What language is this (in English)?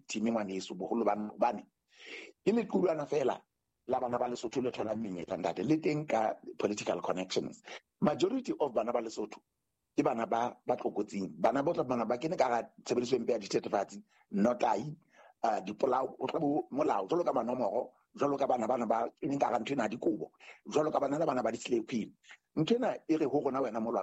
Southern Sotho